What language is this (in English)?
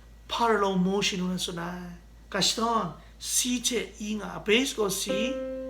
Kachin